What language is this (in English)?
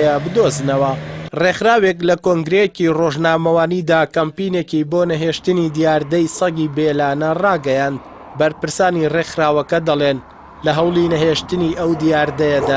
Central Kurdish